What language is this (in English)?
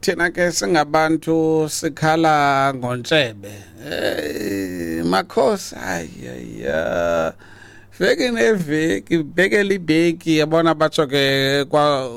Xhosa